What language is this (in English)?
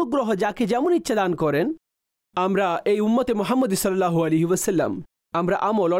Bangla